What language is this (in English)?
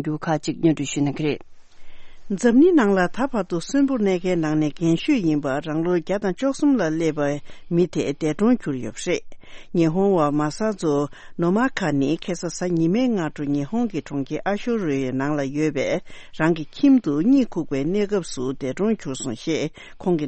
Tibetan